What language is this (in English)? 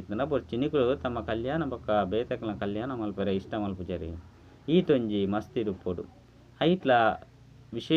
Tulu